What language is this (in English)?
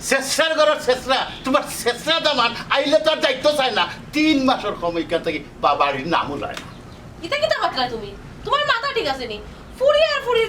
Sylheti